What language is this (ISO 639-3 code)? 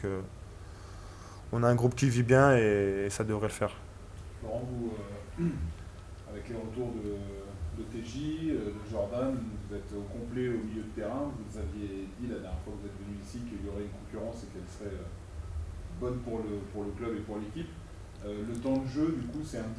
fra